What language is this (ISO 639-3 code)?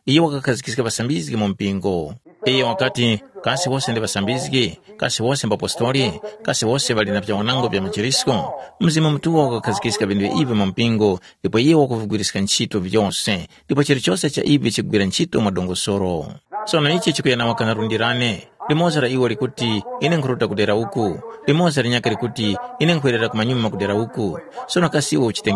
tum